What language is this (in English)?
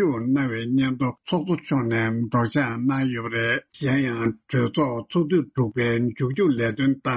Tibetan